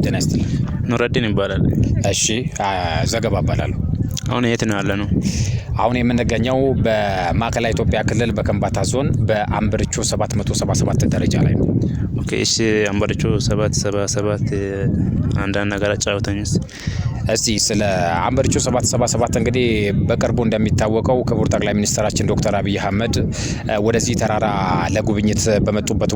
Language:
Amharic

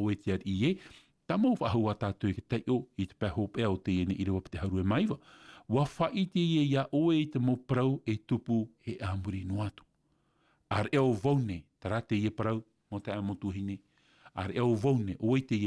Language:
Tahitian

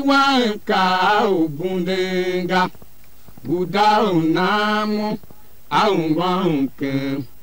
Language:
Tiv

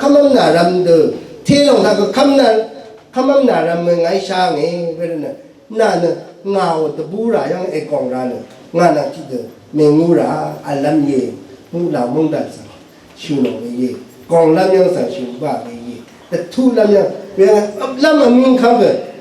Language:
Rawang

